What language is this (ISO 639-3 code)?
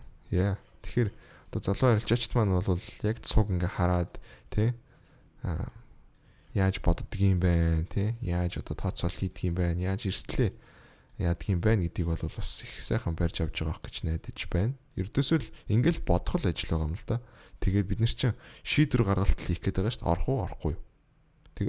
mon